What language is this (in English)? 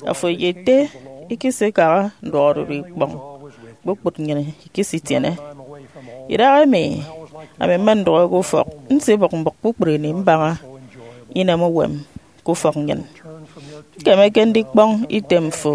Efik